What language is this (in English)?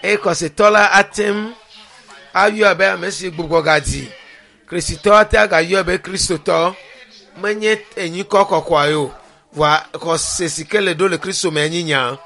Ewe